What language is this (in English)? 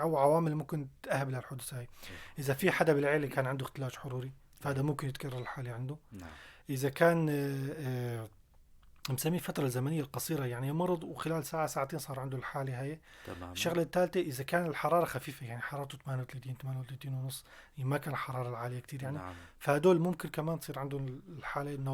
North Levantine Arabic